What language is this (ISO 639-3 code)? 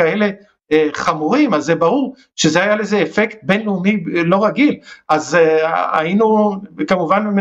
heb